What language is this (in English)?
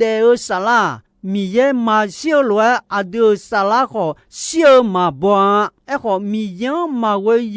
Akha